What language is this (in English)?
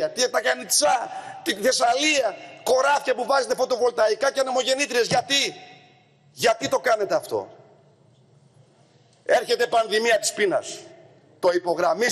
Greek